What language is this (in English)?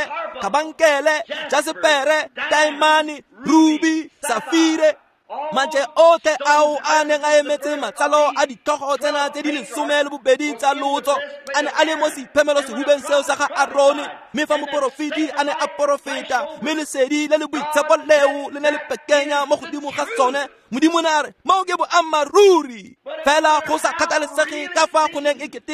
Tswana